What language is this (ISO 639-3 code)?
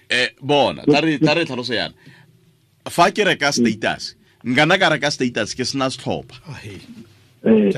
tsn